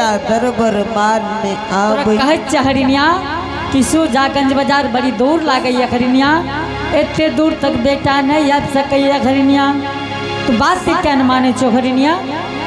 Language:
Angika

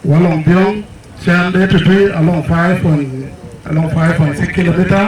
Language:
Dinka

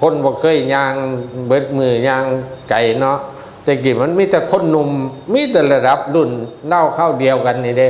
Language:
Northeastern Thai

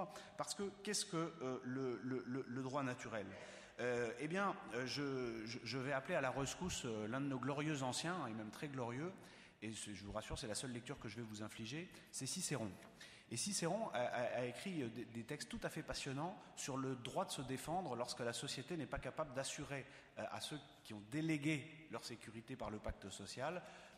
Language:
French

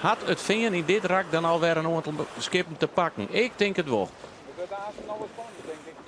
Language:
Western Frisian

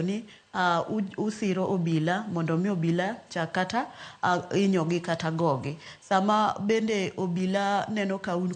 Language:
Luo (Kenya and Tanzania)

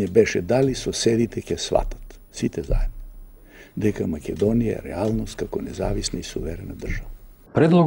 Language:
Macedonian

